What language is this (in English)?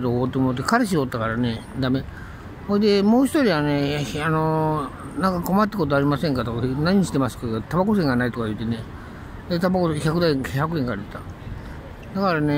Japanese